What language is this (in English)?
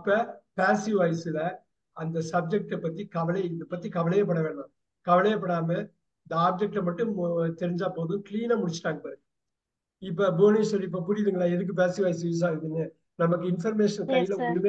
Tamil